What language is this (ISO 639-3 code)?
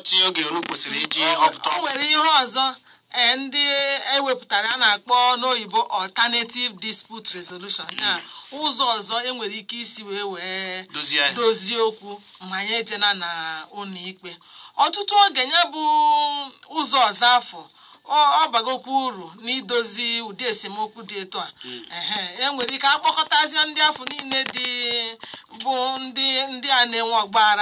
ibo